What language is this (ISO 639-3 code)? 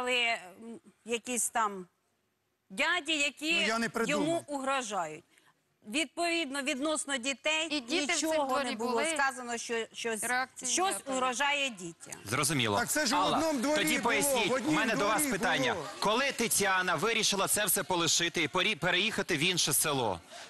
ukr